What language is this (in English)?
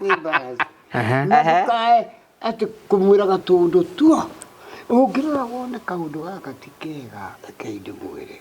Kikuyu